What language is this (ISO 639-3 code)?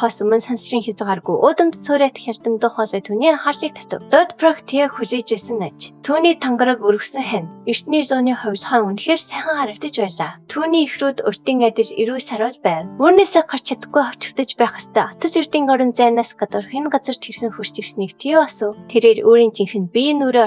mon